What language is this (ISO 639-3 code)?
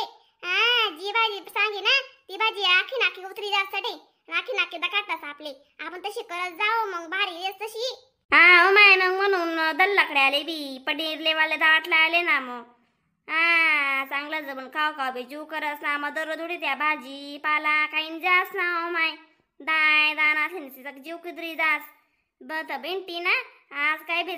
khn